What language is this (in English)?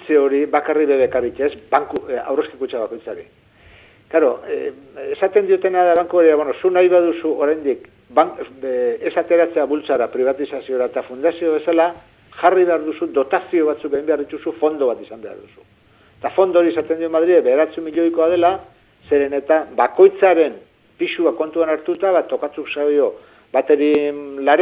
Basque